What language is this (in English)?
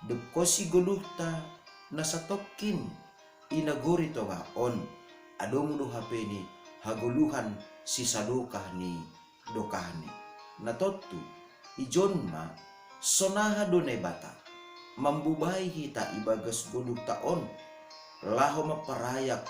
Batak Simalungun